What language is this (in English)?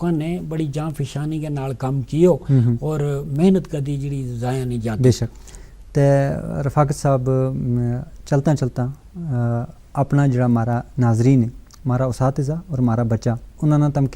Gujari